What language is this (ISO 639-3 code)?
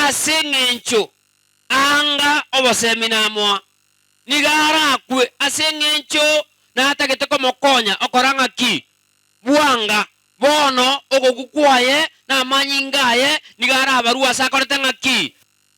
guz